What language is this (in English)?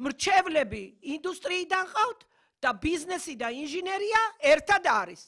Georgian